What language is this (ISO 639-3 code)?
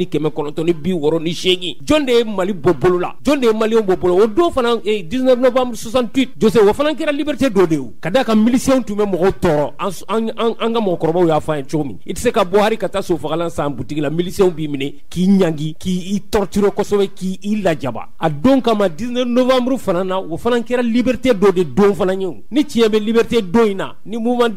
bam